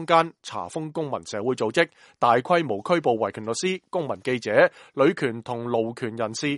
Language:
Cantonese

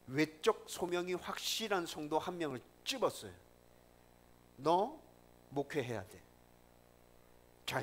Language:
Korean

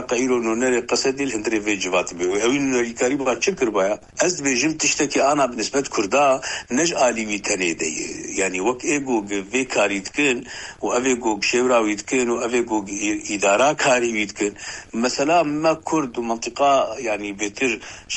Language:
Kurdish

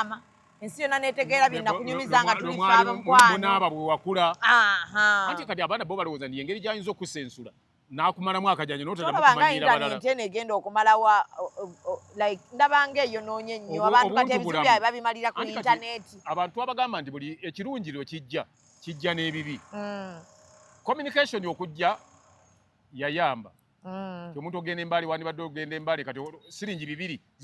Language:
Ganda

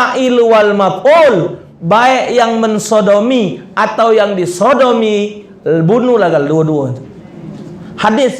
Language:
Musi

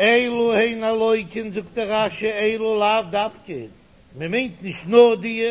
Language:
Yiddish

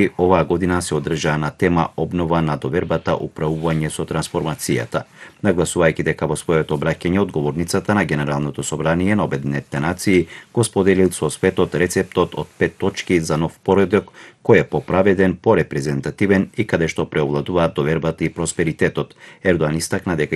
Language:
Macedonian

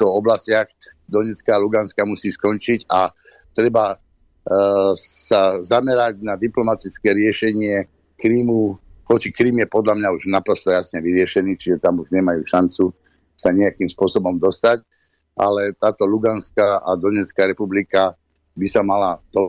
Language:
Slovak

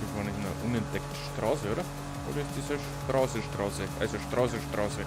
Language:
Bavarian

